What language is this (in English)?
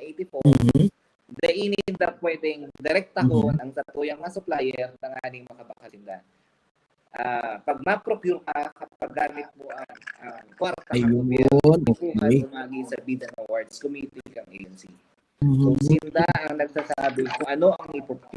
Bikol